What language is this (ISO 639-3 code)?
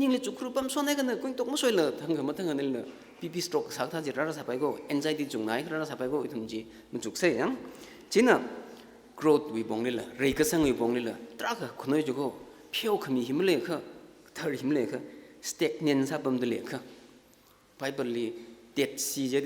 nmf